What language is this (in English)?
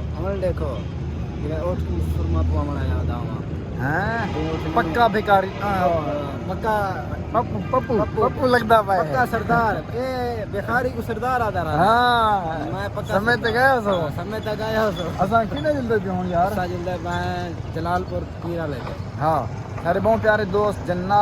Saraiki